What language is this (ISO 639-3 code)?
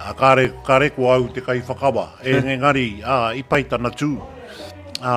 mri